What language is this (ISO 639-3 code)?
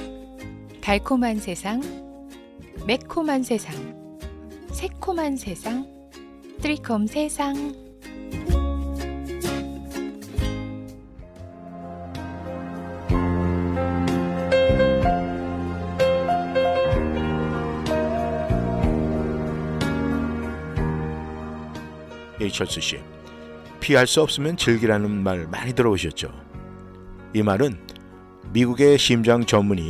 kor